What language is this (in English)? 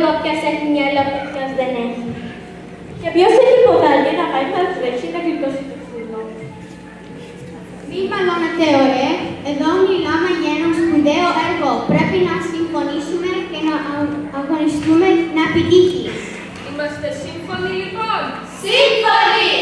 Greek